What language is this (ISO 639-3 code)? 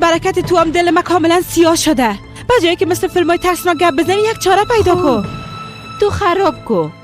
fas